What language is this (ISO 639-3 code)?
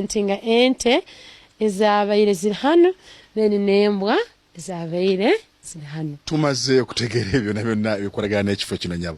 ttj